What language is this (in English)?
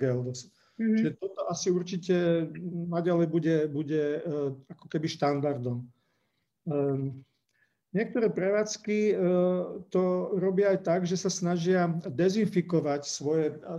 Slovak